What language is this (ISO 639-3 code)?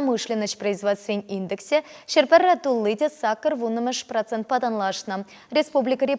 chv